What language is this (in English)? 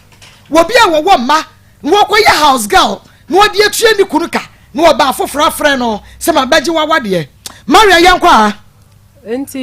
Akan